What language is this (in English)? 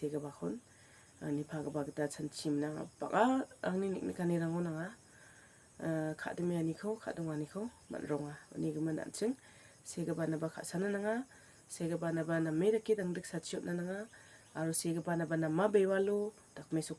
Garo